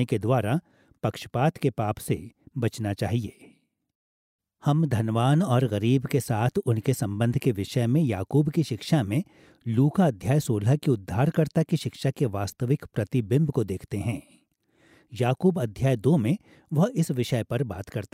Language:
Hindi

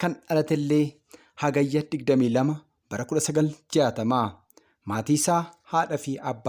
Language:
Oromo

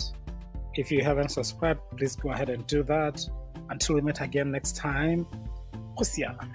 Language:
Tswana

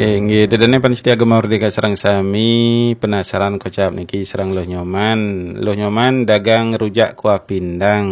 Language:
Balinese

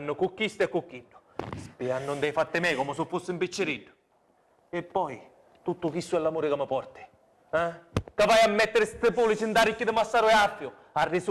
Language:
Sicilian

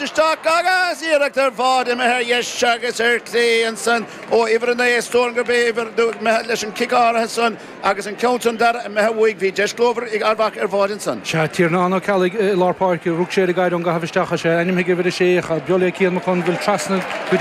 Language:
Irish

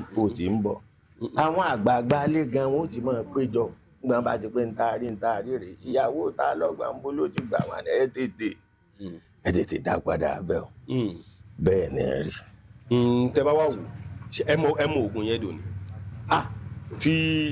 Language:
Yoruba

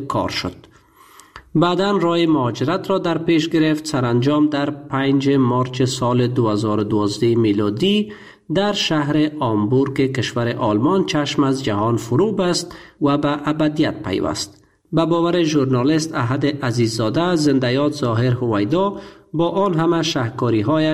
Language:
Persian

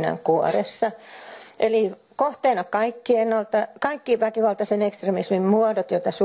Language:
Finnish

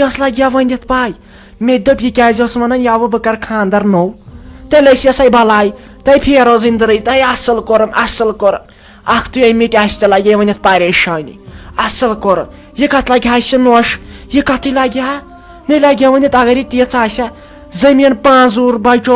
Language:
Kashmiri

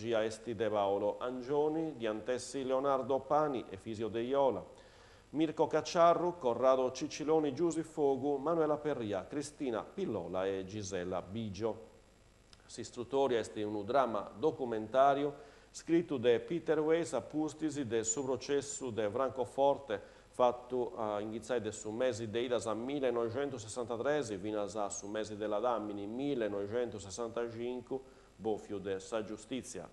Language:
Sardinian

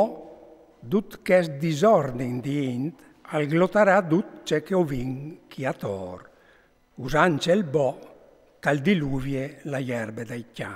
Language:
Friulian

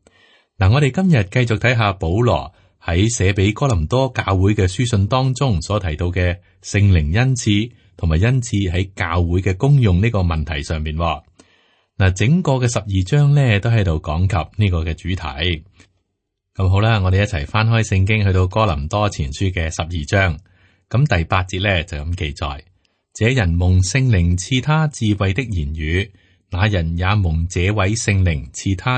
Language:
Cantonese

